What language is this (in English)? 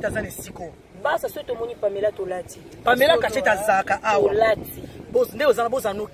Lingala